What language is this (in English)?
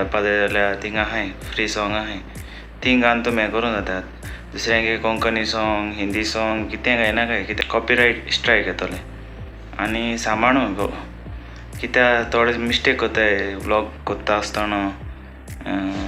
Konkani